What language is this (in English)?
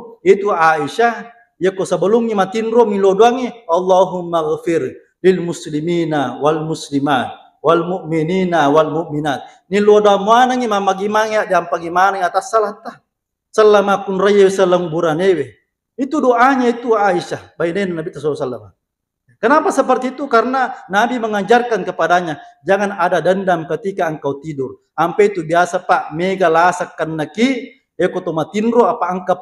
Buginese